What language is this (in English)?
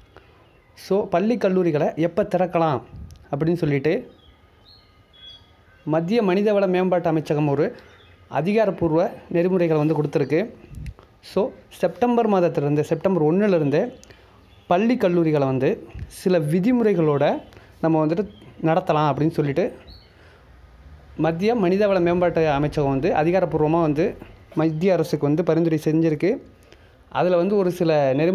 Tamil